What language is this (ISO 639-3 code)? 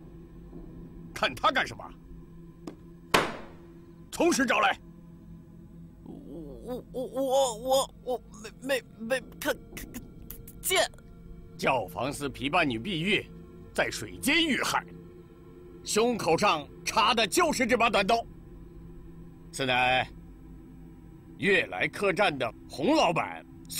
zho